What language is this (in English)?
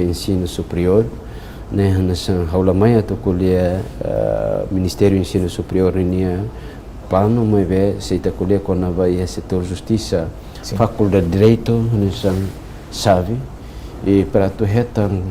Tetum